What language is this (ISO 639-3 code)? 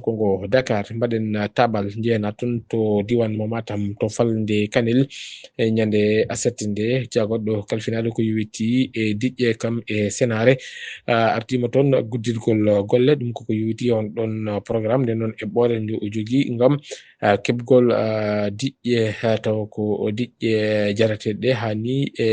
ful